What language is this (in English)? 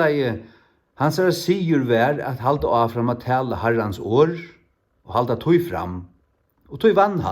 Faroese